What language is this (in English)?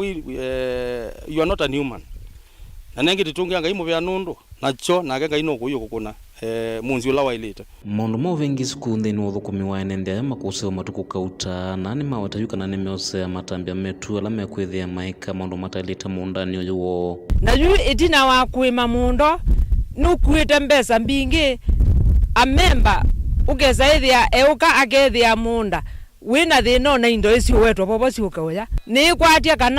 Kamba